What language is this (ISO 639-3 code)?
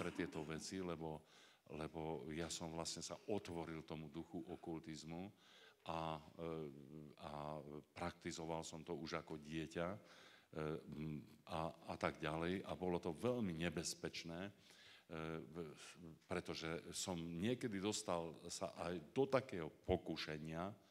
slk